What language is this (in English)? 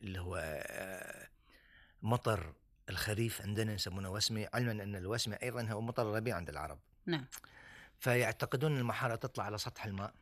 Gulf Arabic